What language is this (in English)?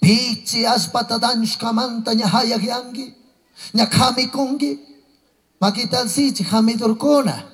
Chimborazo Highland Quichua